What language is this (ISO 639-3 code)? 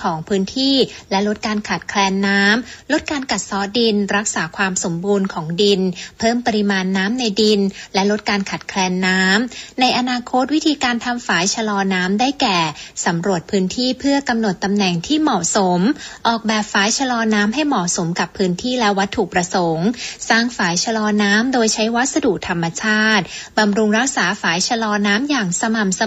tha